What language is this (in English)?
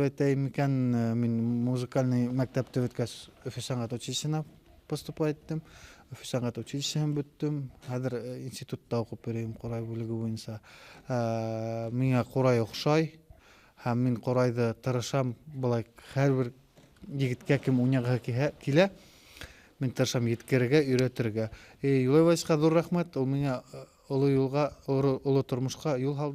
Bashkir